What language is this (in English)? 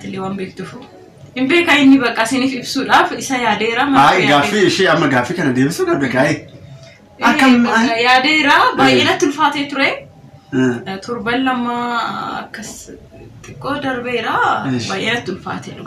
Oromo